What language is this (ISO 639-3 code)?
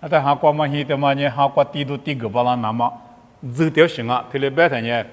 lis